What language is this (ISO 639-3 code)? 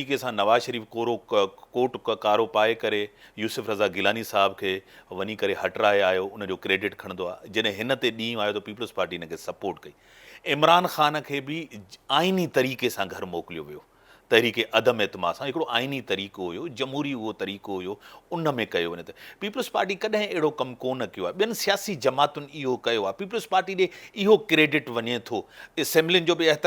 snd